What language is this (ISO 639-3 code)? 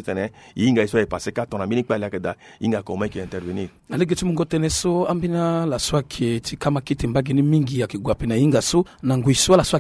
sag